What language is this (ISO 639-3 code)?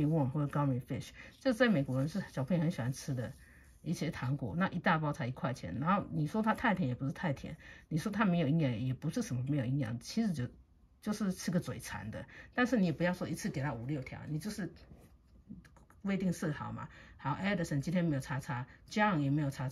zho